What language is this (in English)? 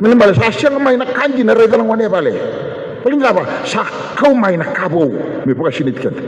Fijian